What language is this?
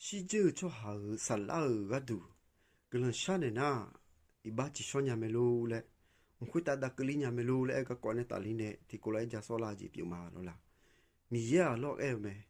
Akha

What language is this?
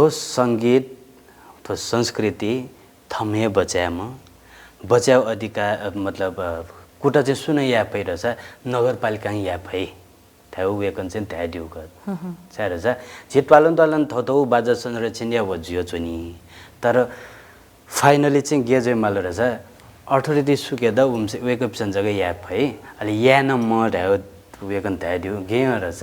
Newari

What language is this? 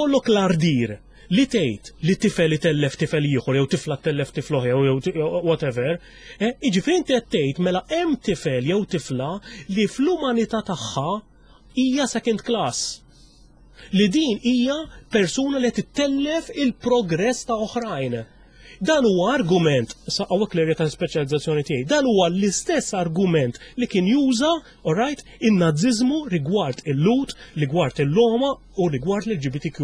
Maltese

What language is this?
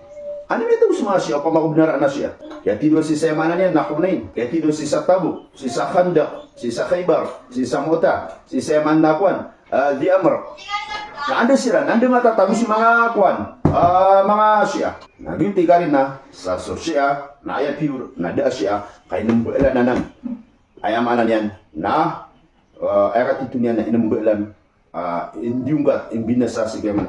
Maranao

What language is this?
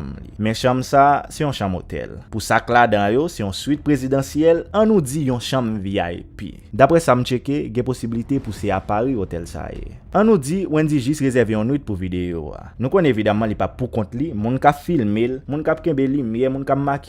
Haitian Creole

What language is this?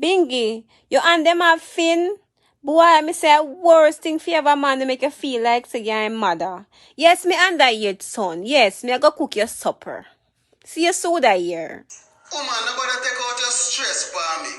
Jamaican Creole English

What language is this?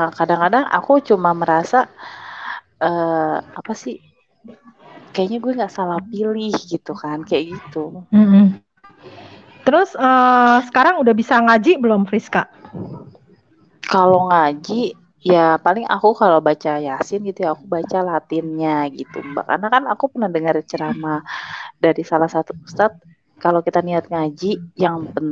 Indonesian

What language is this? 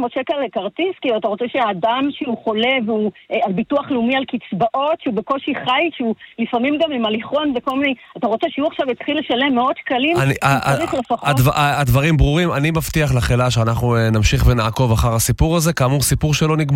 Hebrew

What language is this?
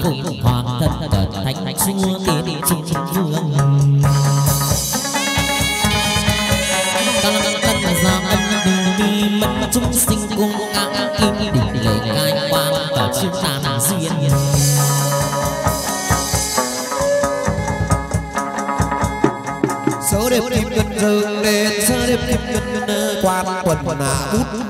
Vietnamese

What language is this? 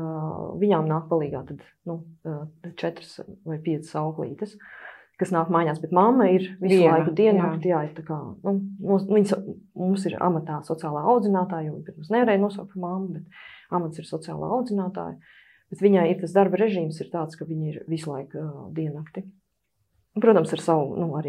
Latvian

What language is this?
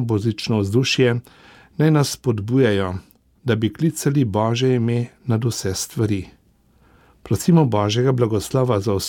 Slovenian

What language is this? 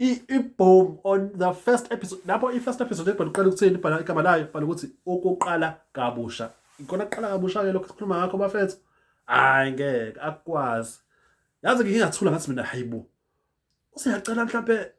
Zulu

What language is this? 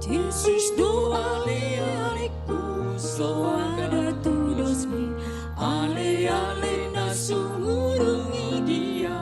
Batak Toba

